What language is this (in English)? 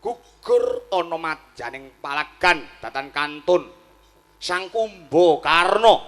Javanese